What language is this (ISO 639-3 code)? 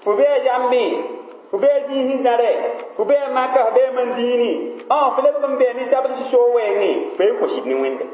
mos